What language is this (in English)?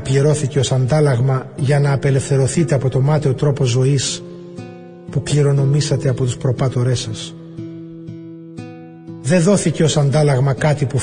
Greek